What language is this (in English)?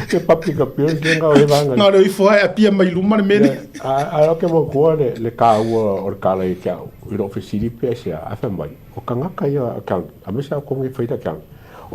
Samoan